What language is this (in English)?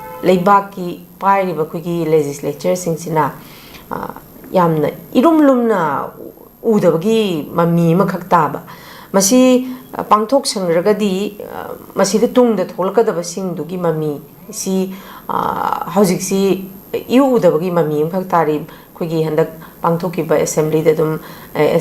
Manipuri